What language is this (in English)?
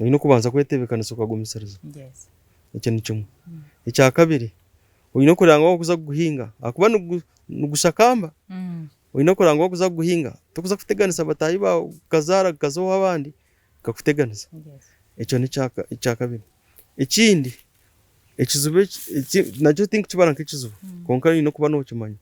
Nyankole